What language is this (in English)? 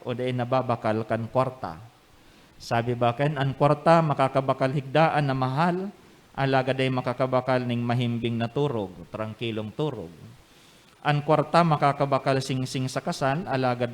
Bikol